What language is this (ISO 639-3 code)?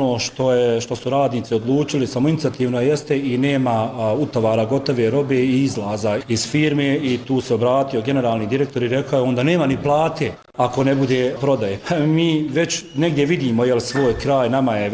bos